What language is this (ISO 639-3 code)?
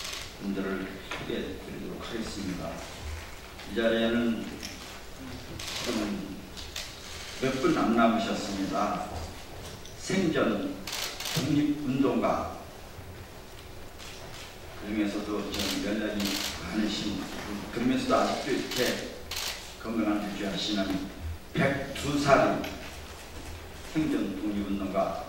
kor